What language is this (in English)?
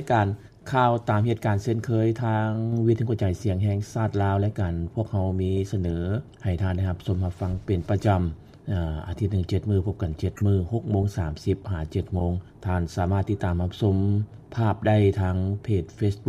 Lao